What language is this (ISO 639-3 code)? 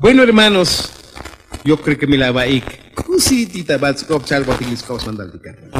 tzo